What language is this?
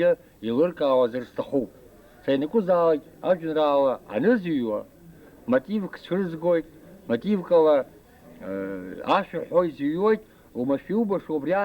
Abkhazian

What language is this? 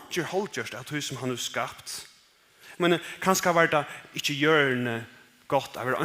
Faroese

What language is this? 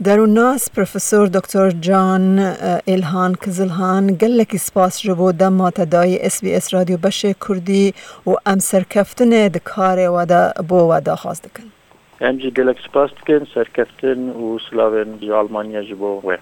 Kurdish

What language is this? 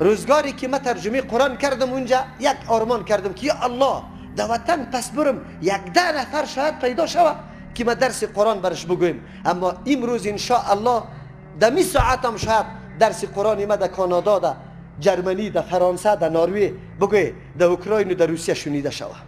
Persian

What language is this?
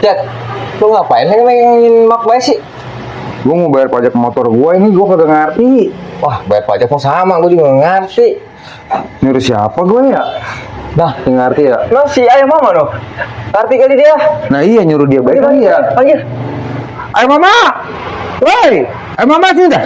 Betawi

